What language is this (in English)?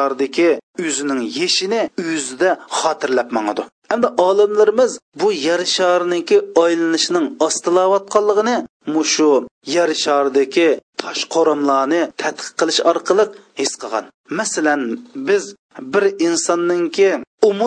Uyghur